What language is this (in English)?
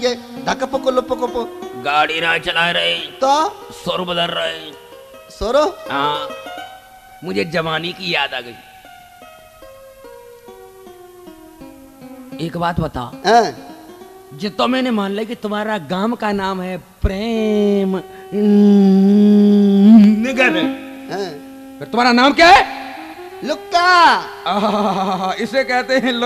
Haryanvi